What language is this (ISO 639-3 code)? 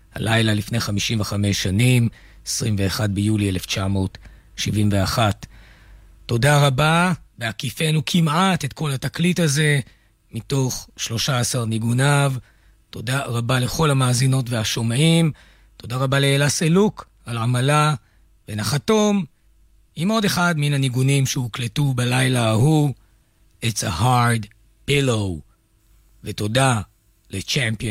heb